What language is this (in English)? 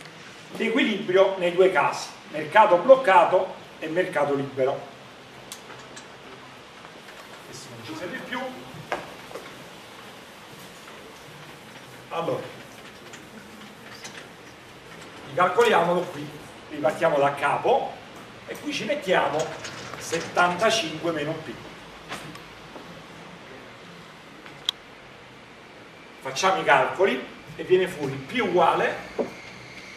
Italian